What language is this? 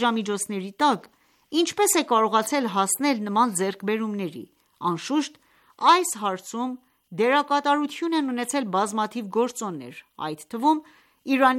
Armenian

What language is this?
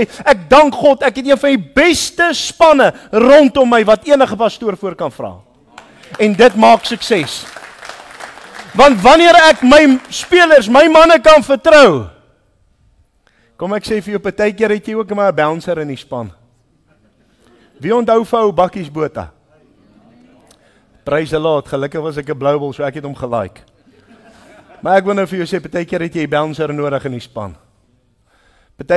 Afrikaans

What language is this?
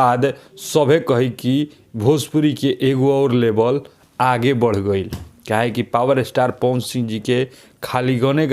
Bhojpuri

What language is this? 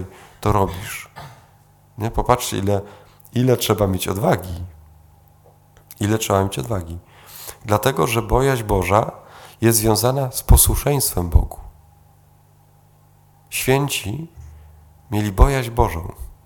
Polish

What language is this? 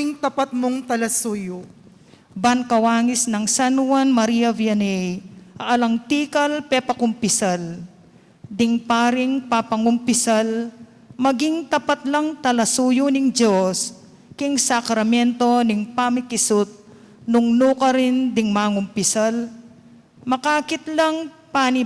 Pampanga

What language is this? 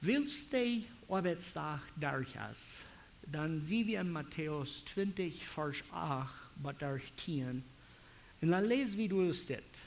Plautdietsch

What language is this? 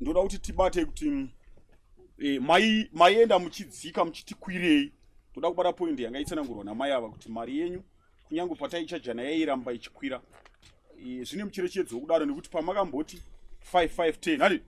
Shona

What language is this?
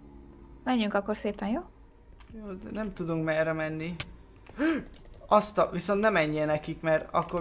Hungarian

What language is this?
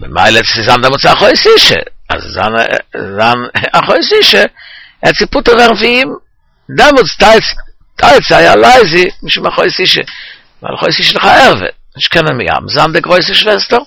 Yiddish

